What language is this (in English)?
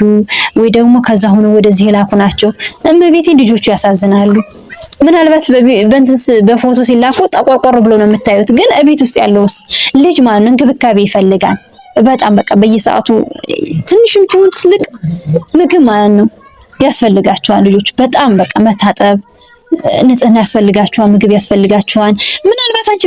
Amharic